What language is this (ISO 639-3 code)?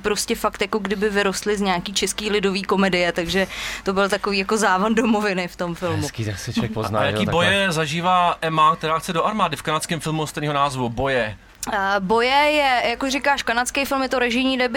ces